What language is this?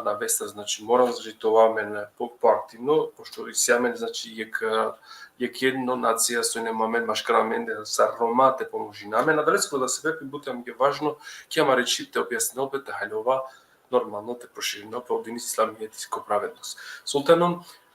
Balkan Romani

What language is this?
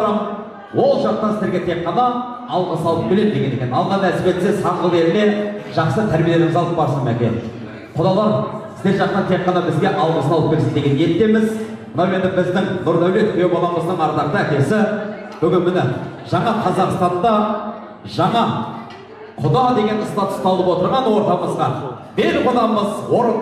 Kazakh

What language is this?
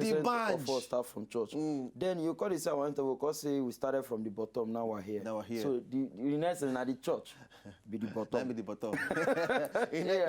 Nigerian Pidgin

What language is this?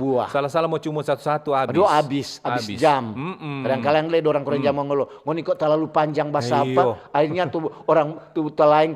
Manado Malay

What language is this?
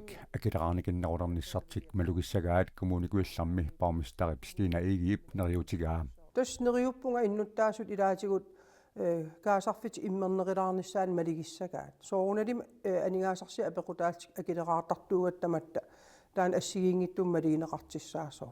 Kalaallisut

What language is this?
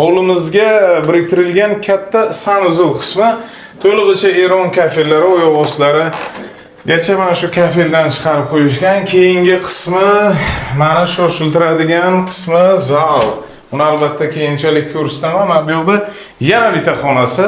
Uzbek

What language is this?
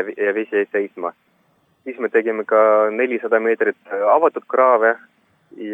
Estonian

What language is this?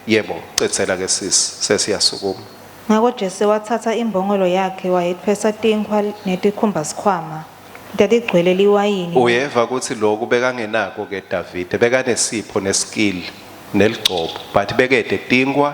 Swati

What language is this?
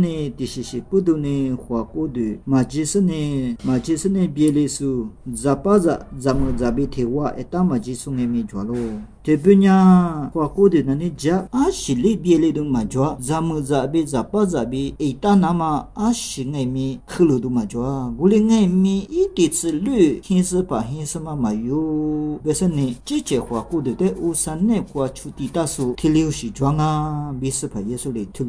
Lisu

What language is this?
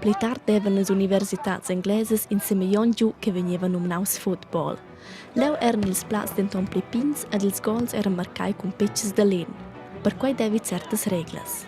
Romansh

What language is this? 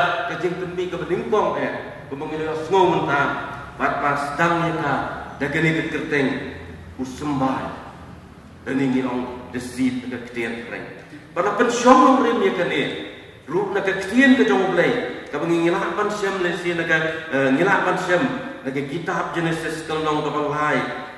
Khasi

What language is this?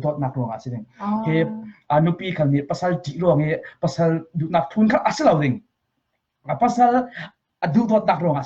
Falam Chin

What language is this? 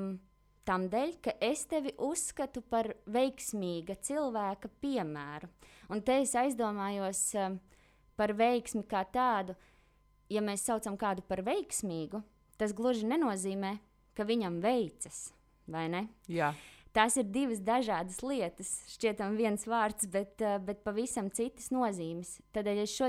Latvian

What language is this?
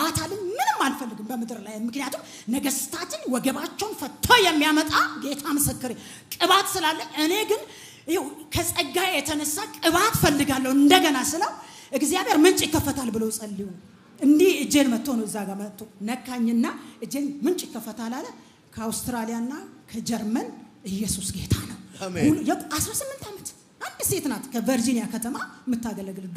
Amharic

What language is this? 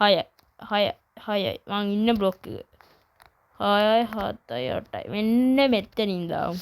Sinhala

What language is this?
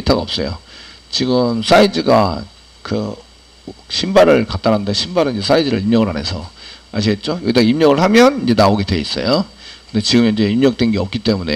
Korean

